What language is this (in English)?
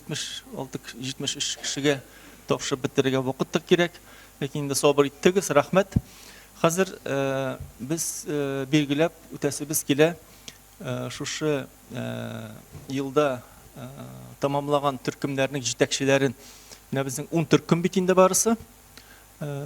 Tatar